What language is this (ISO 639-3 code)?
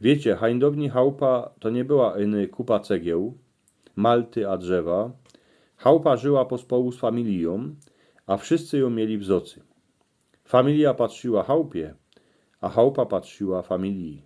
szl